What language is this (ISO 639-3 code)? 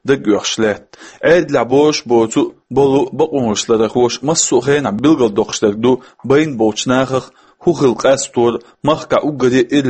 che